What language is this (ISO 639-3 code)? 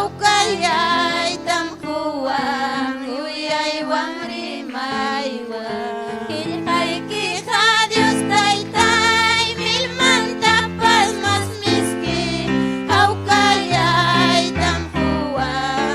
quy